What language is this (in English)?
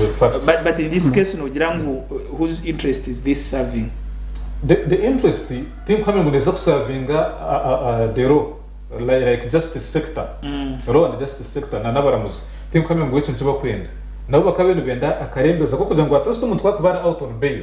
Nyankole